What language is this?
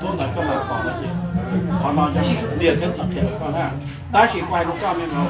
Hmong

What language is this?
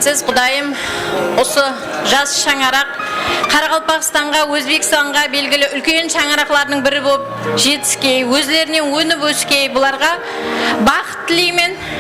Kara-Kalpak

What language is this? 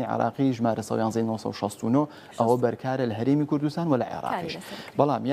Central Kurdish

